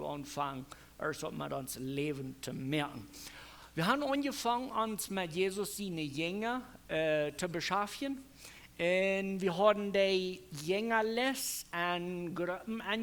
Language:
Plautdietsch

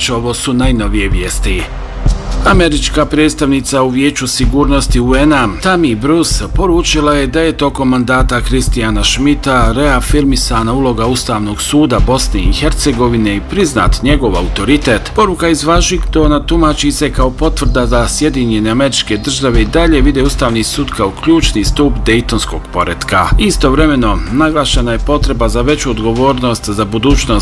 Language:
Bosnian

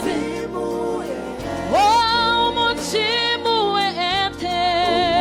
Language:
Venda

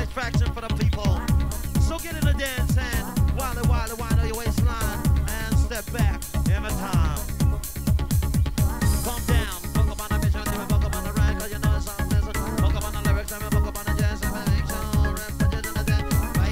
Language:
English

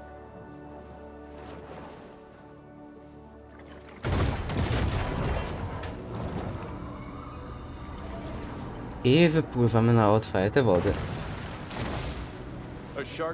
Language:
Polish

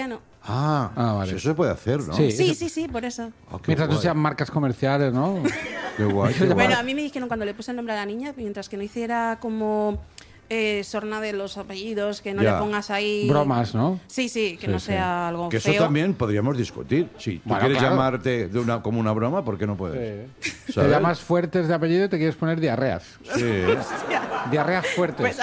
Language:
Spanish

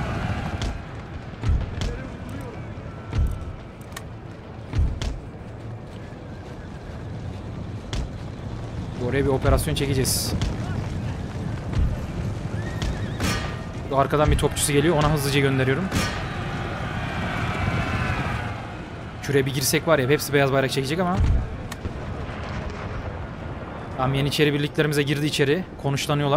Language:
Turkish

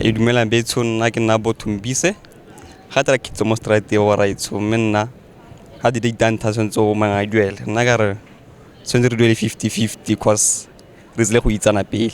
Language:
Tswana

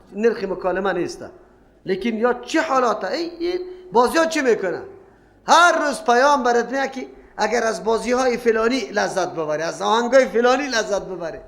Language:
Persian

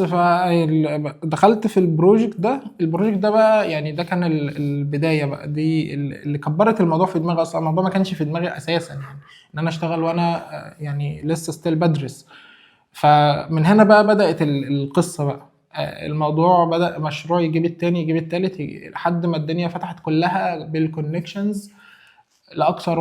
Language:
Egyptian Arabic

